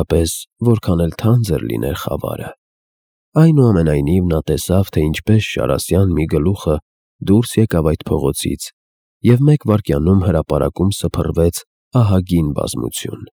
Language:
Armenian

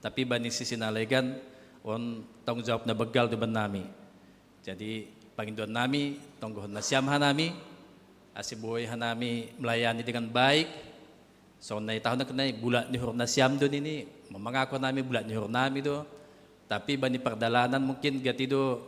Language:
Batak Simalungun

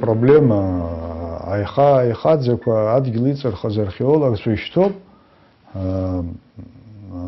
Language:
Abkhazian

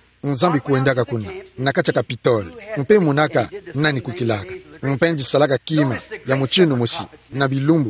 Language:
Kituba (Democratic Republic of Congo)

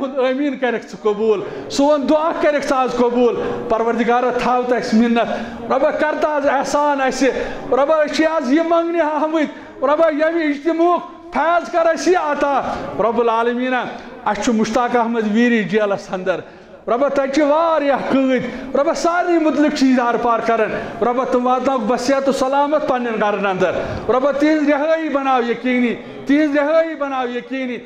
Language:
Kashmiri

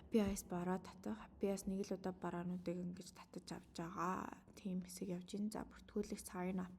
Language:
Mongolian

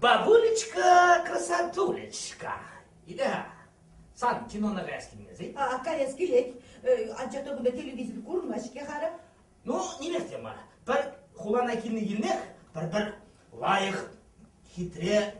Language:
Chuvash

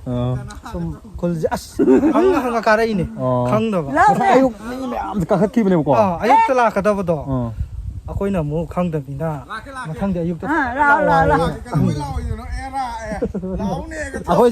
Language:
Manipuri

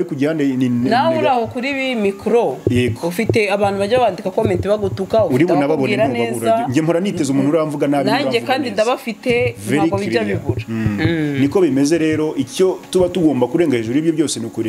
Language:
Kinyarwanda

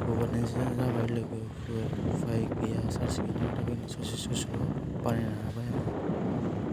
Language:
Bodo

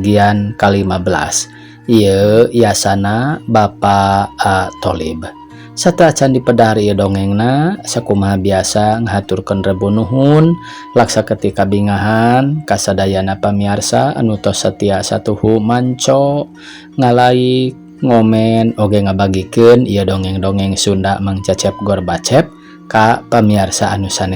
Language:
Sundanese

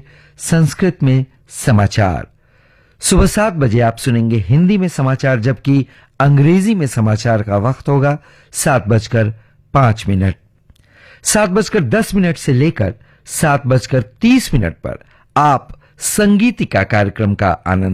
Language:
Hindi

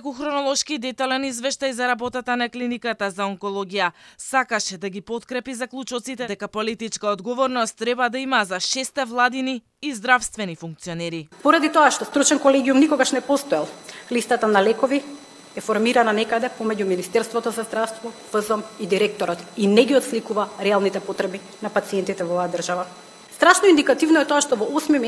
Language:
Macedonian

